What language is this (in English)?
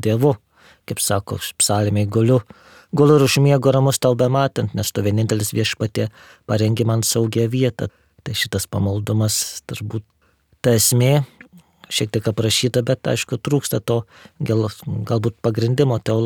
Lithuanian